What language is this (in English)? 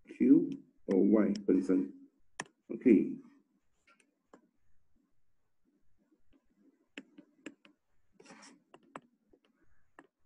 Chinese